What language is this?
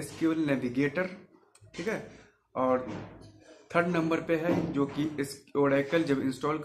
Hindi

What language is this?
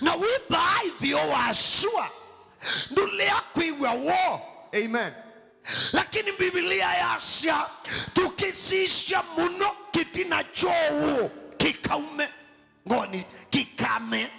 Kamba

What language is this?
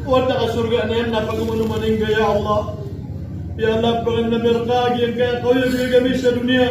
Maranao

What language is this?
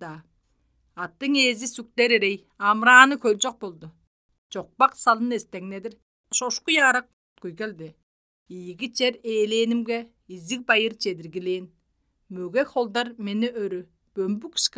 Kyrgyz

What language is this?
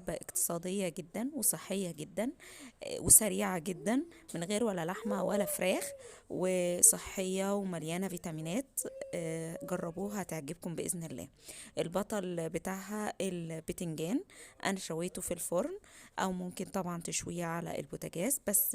Egyptian Arabic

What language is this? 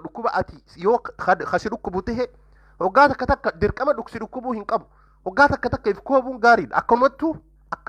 Oromo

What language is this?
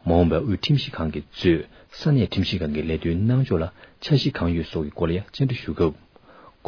Tibetan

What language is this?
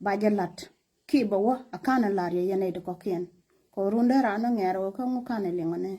Nuer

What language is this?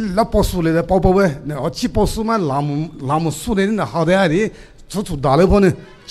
Poumei Naga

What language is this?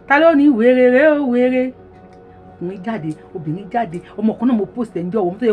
Yoruba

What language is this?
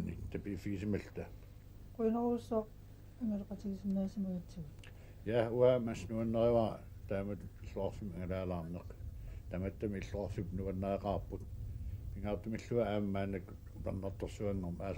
Kalaallisut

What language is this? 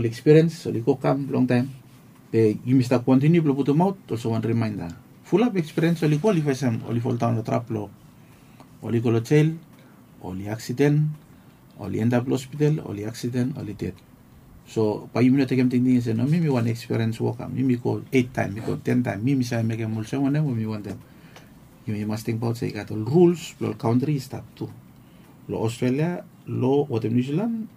Bislama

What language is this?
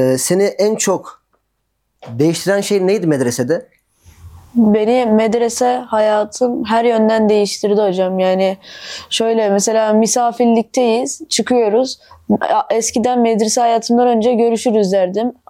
Turkish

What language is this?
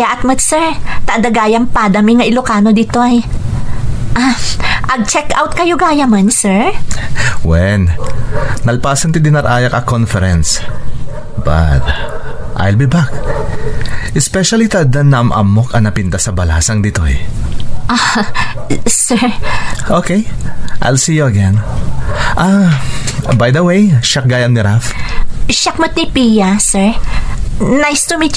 Iloko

